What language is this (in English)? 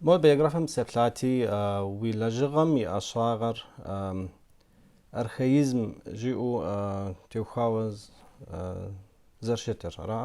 Kabardian